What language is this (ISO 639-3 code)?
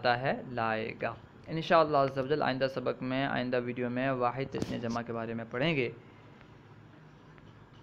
urd